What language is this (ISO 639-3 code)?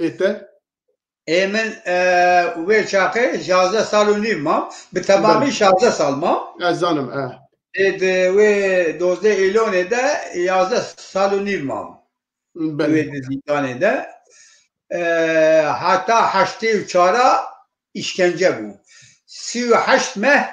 kur